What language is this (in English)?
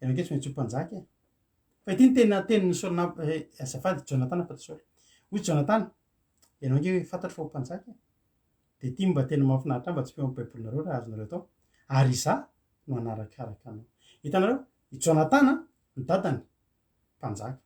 Malagasy